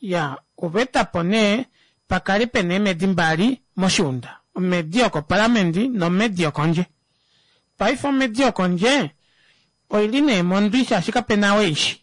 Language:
Kuanyama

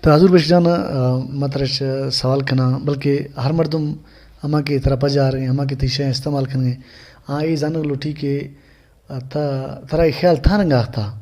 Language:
Baluchi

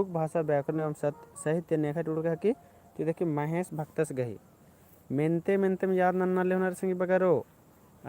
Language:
Kurukh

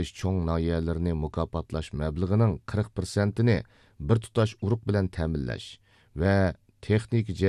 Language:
Uyghur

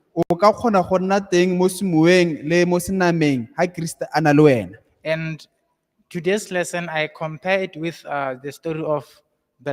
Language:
Tswana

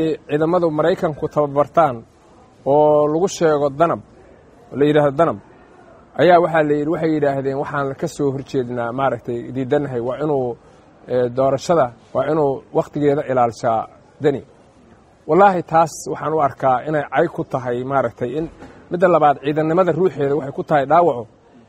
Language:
Somali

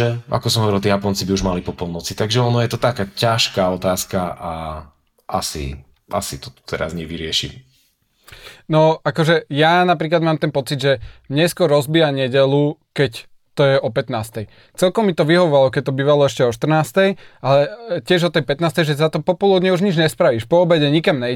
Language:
Slovak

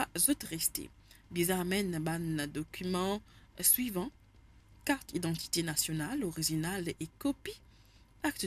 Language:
Morisyen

